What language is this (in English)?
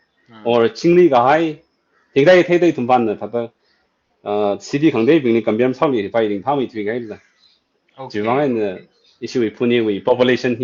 Tangkhul Naga (India)